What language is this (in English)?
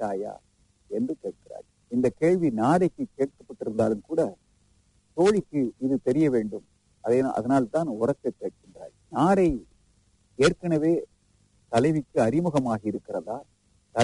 Tamil